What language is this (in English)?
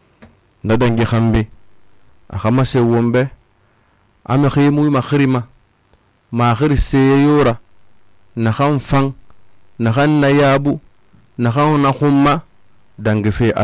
Susu